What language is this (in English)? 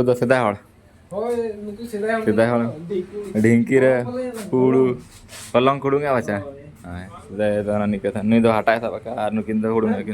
Santali